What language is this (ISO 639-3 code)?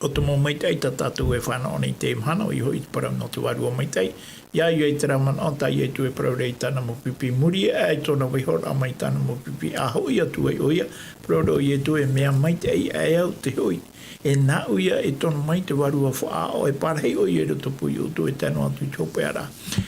tah